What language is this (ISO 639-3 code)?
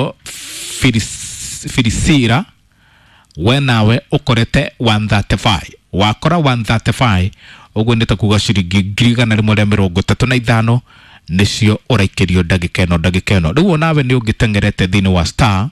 kik